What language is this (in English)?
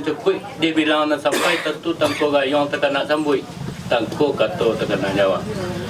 Minangkabau